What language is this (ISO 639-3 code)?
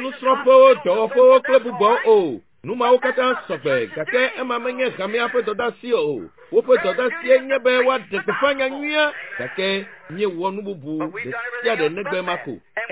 ewe